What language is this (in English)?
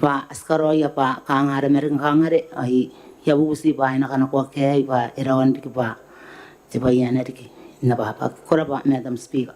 Gilbertese